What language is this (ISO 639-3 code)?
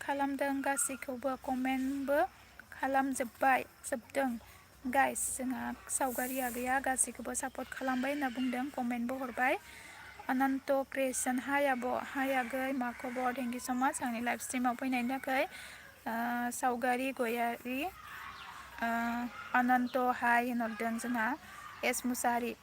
brx